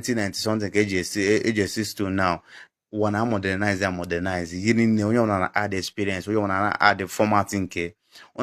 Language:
Igbo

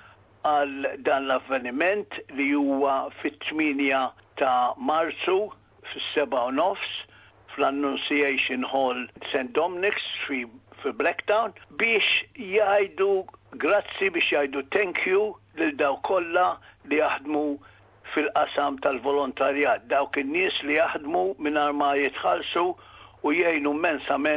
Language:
Maltese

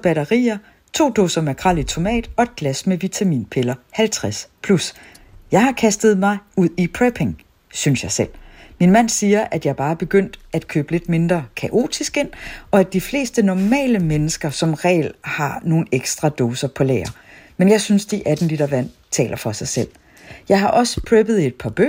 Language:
Danish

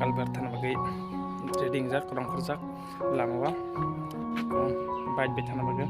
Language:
Kok Borok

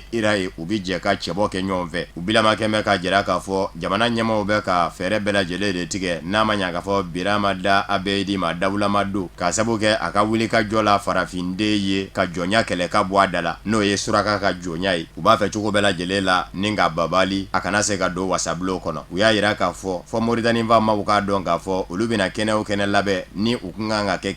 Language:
Bambara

